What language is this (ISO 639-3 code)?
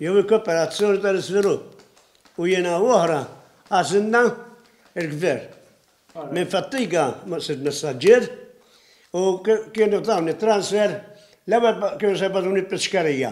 mlt